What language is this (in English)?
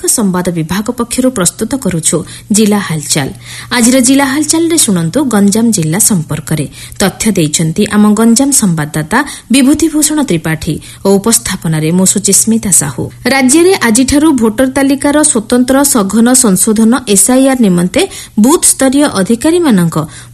Odia